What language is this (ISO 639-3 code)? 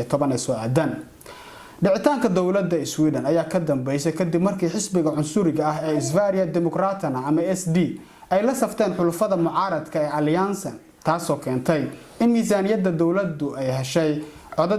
som